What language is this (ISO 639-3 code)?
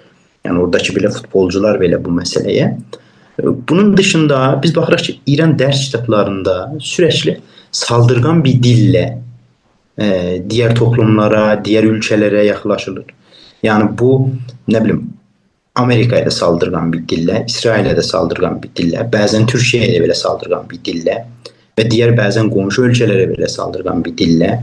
azb